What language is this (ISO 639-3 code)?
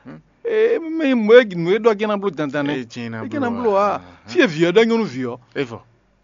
fon